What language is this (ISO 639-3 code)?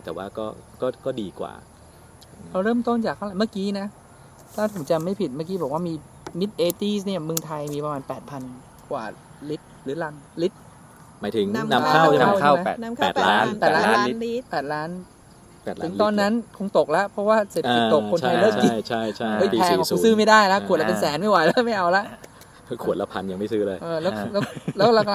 tha